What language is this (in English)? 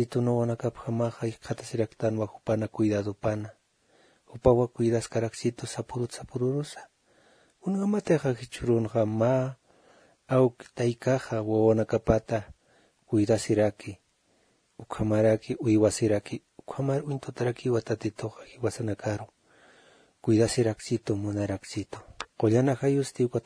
Aymara